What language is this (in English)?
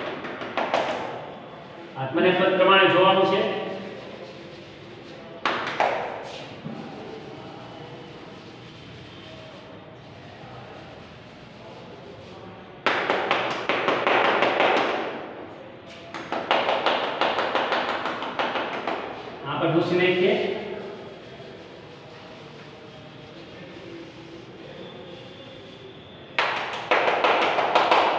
Gujarati